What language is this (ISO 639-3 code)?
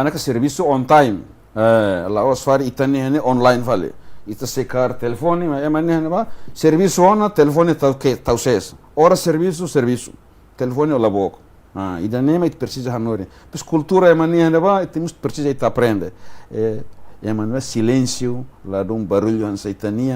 tet